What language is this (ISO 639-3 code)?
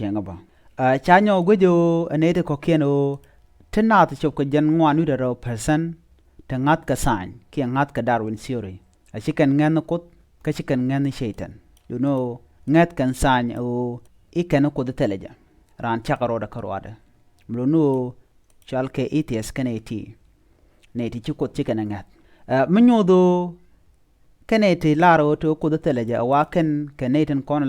nus